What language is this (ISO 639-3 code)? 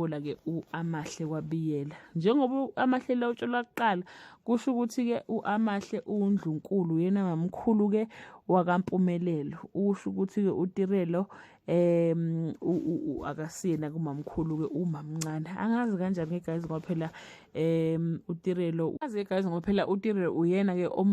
zul